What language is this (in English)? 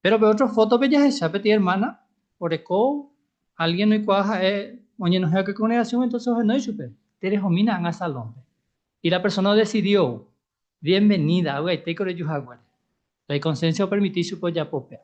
Guarani